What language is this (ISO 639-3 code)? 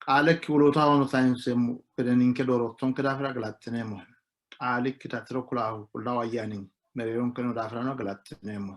sid